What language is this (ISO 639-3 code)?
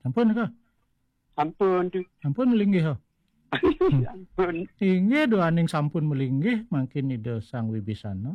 ban